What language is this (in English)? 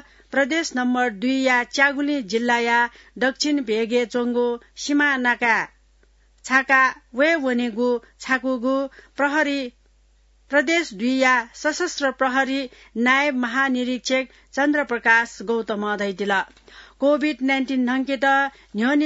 Newari